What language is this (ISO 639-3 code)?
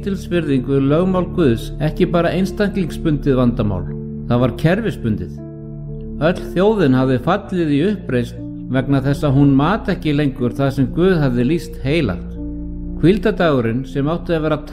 isl